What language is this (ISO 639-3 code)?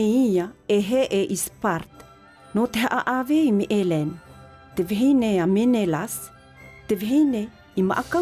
tah